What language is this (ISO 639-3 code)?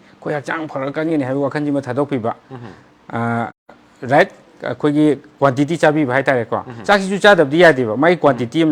mni